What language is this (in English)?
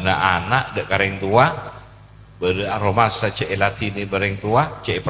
Madurese